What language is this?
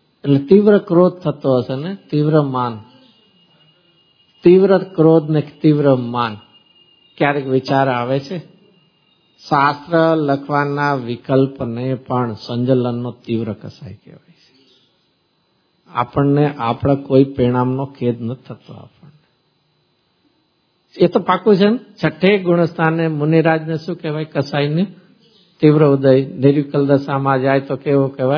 Gujarati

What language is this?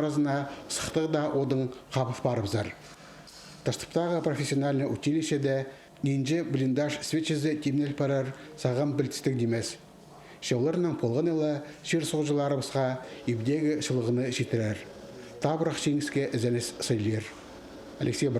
Khakas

